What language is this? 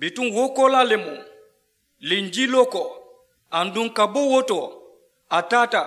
Mandingo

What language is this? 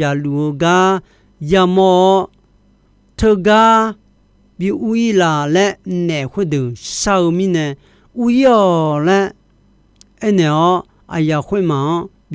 Akha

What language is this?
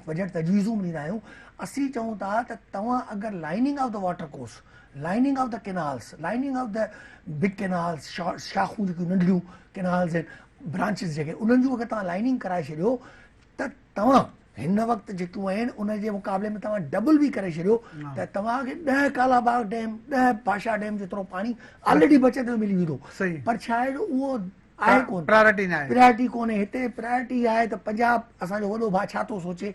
Sindhi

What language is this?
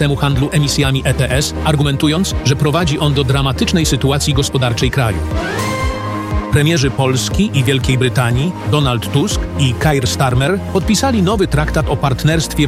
Polish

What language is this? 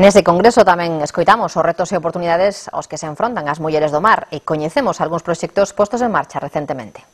Galician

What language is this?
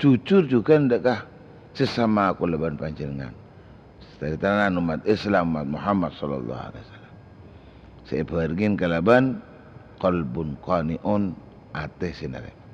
Madurese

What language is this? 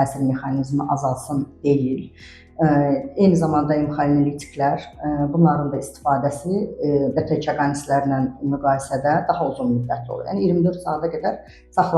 Azerbaijani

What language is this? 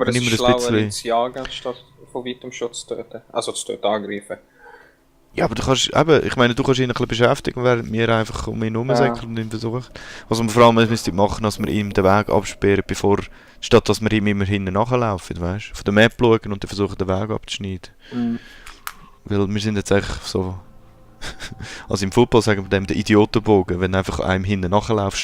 Swiss German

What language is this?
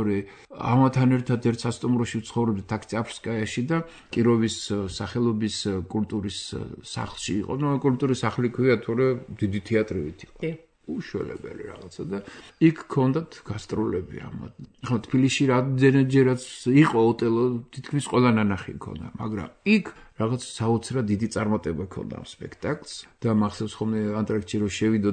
Georgian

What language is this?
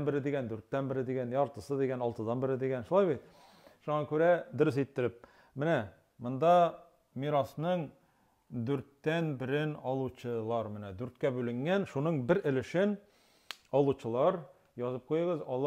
Tatar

